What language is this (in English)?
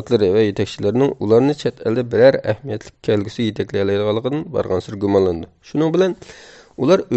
Uyghur